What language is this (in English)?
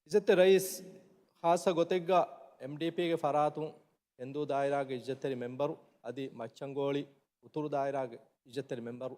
Divehi